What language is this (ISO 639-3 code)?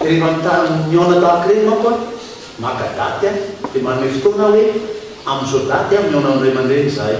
mlg